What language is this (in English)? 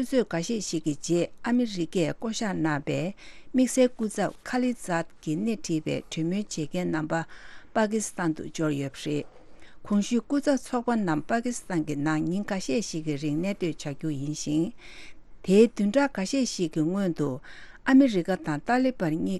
Tibetan